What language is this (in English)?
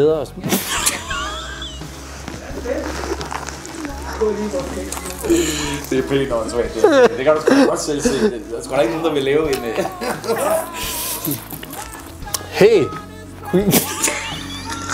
Danish